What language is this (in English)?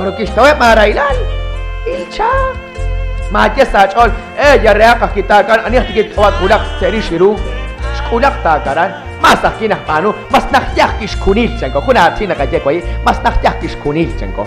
Kekchí